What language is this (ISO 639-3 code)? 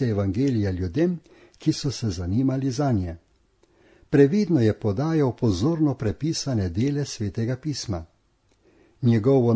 slv